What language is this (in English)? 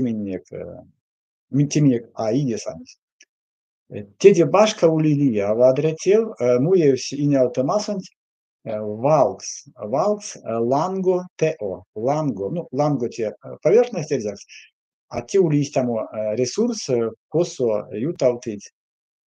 Erzya